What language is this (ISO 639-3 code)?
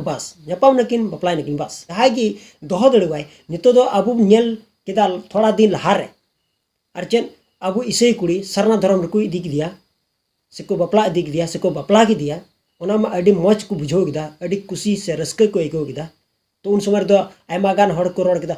sat